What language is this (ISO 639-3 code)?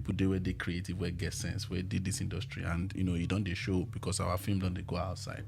pcm